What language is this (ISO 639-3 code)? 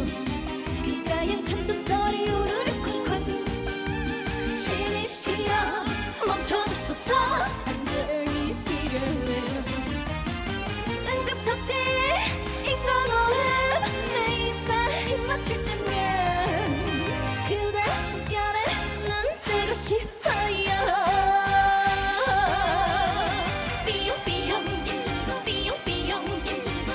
kor